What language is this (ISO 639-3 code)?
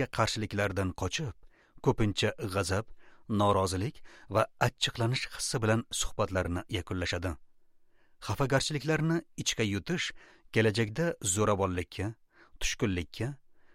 uzb